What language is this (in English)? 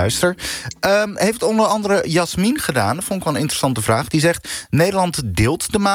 Dutch